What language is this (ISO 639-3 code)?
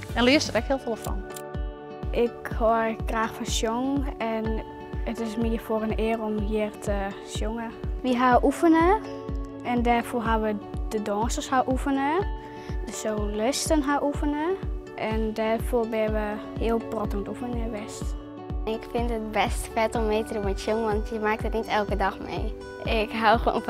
fry